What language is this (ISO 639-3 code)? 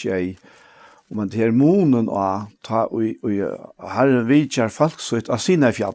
fao